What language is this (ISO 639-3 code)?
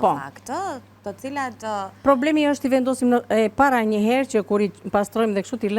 sqi